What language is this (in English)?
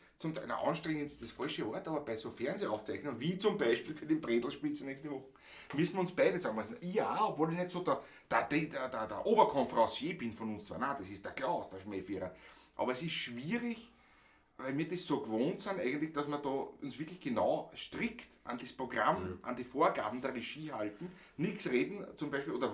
Bavarian